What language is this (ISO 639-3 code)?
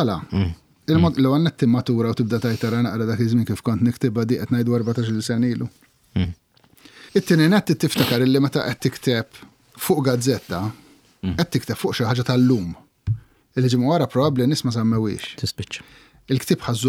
mlt